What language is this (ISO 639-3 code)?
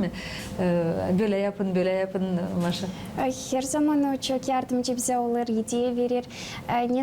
gag